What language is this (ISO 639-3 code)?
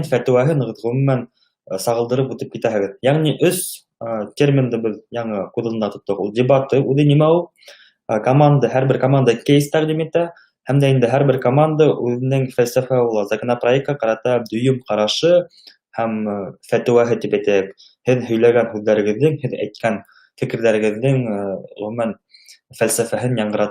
bak